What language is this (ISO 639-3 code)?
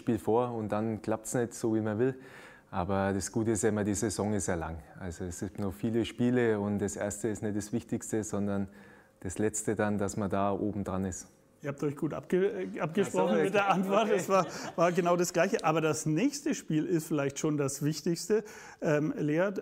deu